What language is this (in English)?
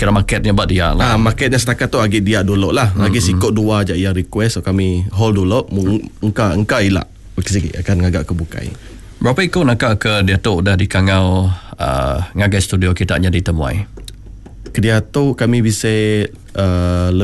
Iban